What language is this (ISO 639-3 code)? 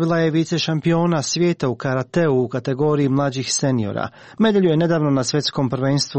hrv